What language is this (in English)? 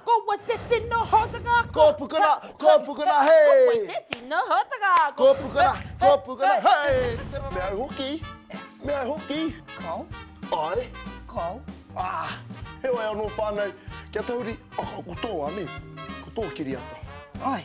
Māori